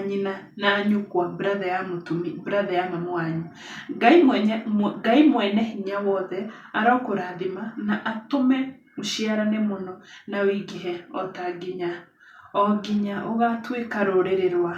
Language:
Kikuyu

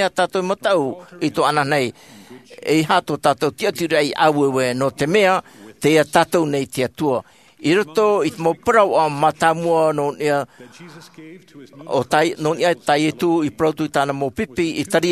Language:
Tahitian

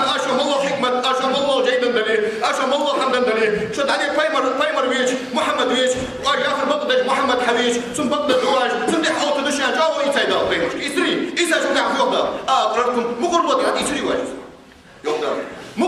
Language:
Ingush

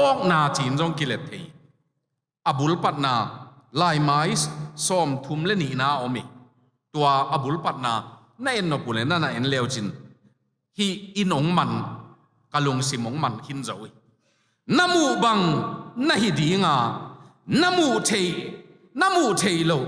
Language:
Tedim Chin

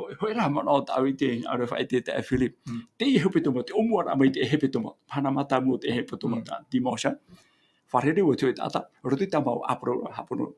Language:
Tahitian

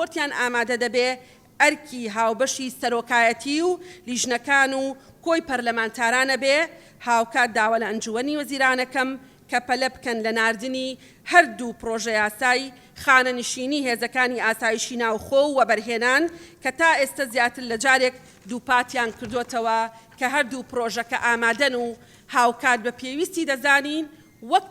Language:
Central Kurdish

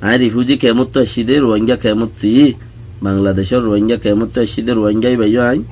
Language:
Rohingya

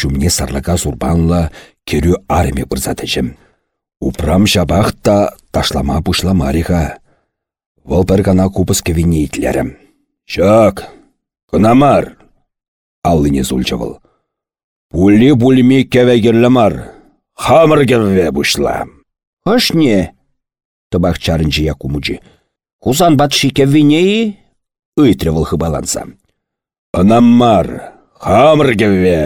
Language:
Chuvash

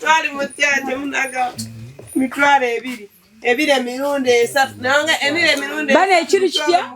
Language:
Ganda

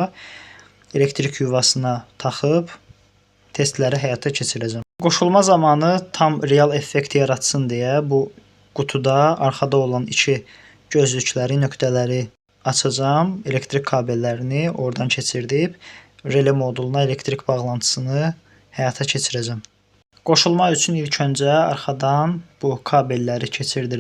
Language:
Azerbaijani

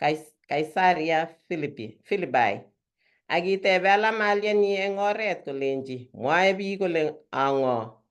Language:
Kalenjin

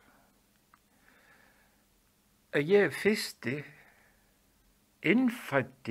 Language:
Icelandic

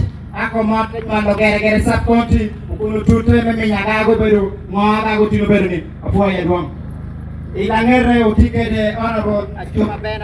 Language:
Acoli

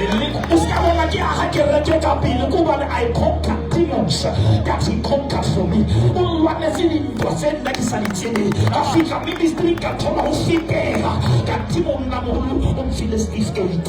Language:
Southern Sotho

